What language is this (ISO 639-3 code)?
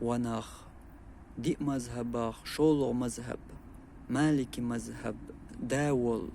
che